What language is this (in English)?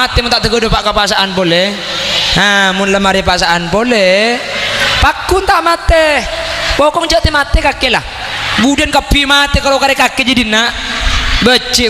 Madurese